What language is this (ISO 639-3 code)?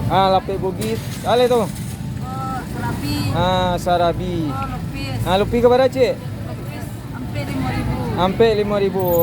min